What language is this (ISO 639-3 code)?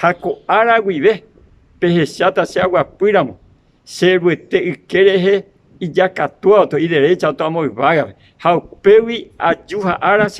grn